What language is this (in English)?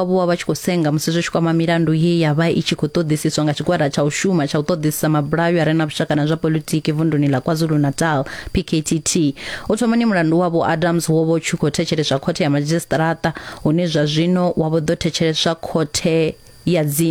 Venda